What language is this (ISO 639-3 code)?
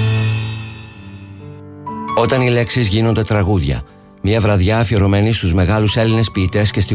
ell